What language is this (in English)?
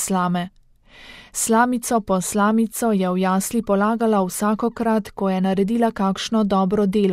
Slovenian